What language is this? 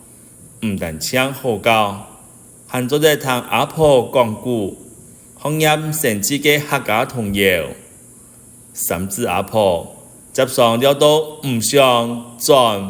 Hakka Chinese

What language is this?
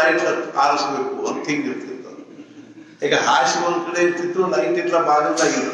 Kannada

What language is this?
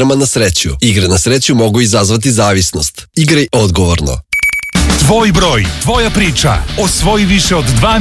Serbian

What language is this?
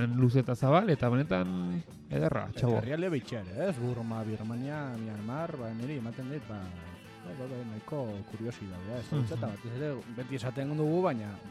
Basque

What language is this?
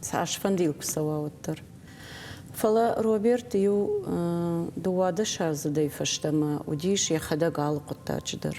Ossetic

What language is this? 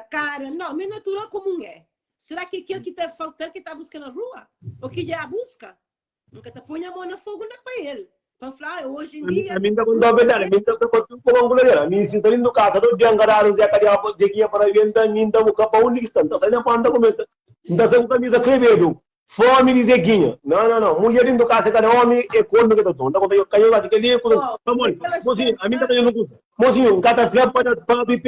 Kabuverdianu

